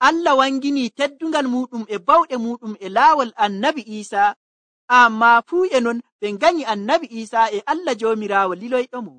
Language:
Nigerian Fulfulde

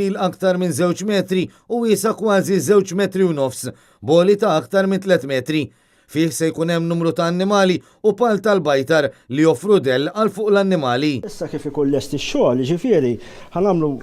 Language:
Maltese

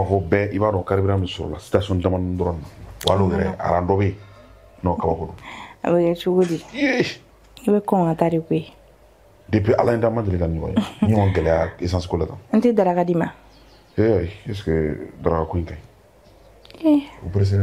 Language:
Bambara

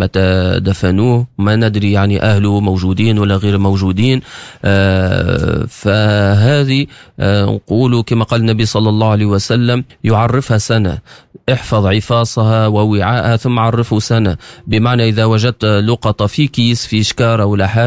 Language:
Tunisian Arabic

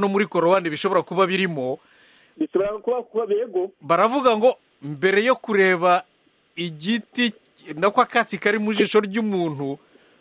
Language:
Kinyarwanda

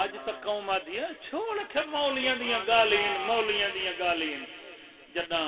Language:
Saraiki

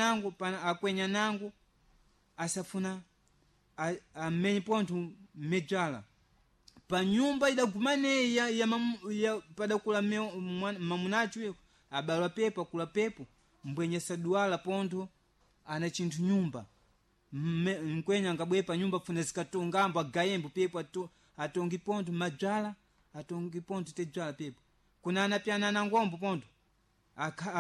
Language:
Sena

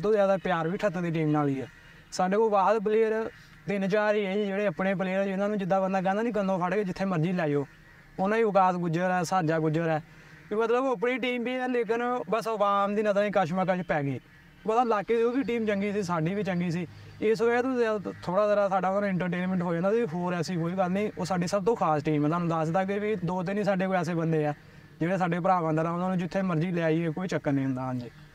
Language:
Punjabi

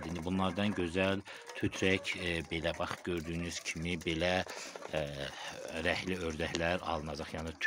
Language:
Azerbaijani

